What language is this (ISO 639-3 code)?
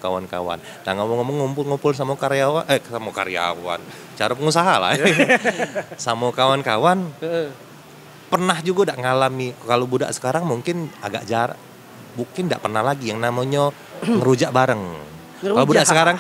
mui